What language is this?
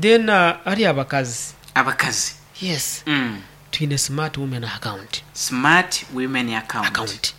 Nyankole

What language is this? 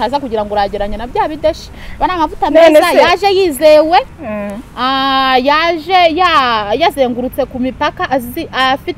Kinyarwanda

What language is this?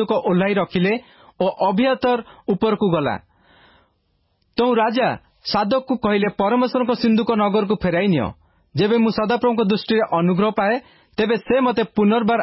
Odia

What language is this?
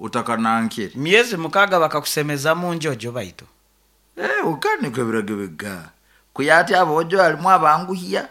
Nyoro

